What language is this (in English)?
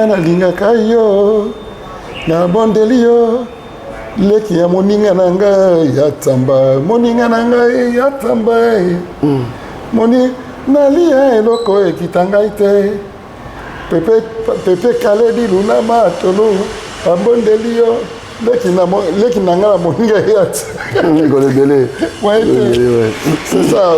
Lingala